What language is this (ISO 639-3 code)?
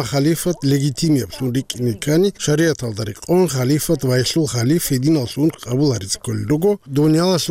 ava